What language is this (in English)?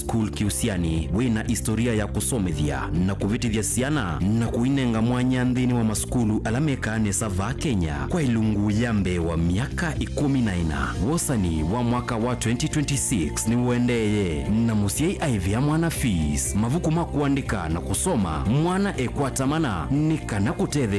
Kamba